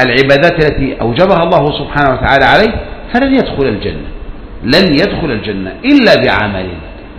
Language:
Arabic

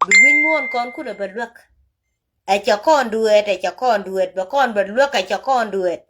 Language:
Nuer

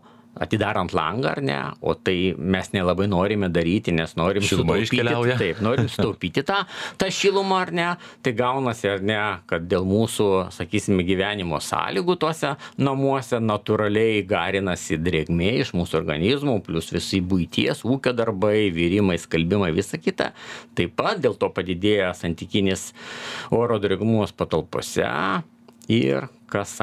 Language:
Lithuanian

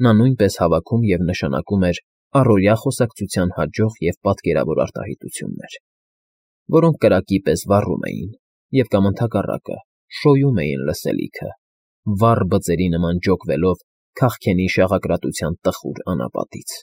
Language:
Armenian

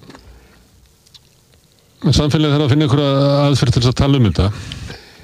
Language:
Icelandic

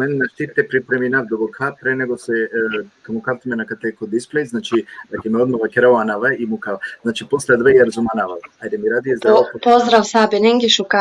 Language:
Balkan Romani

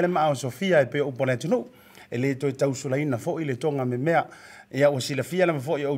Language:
Samoan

